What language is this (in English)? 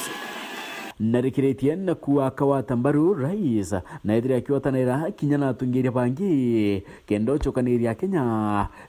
Meru